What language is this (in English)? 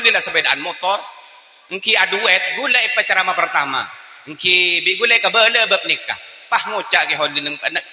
Madurese